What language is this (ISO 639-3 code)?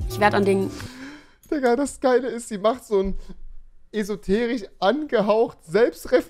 deu